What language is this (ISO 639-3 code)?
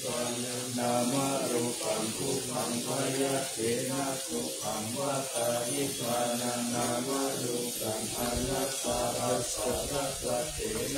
pli